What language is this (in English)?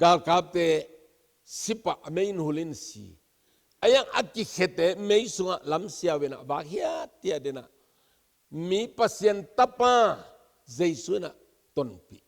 Tedim Chin